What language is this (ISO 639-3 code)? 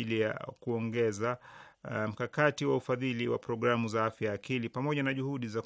swa